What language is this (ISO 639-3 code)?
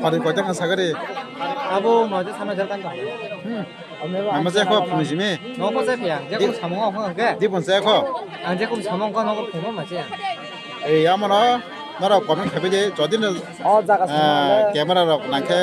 trp